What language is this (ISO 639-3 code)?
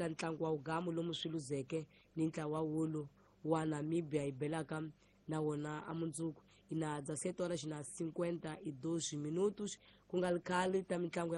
tso